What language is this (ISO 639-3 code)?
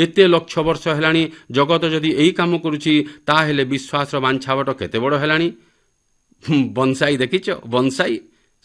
ori